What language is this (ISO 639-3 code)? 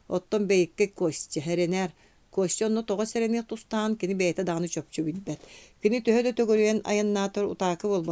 sah